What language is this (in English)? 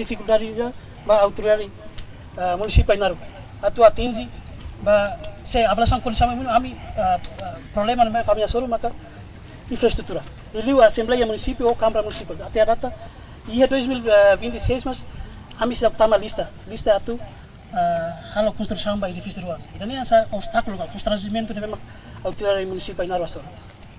Tetum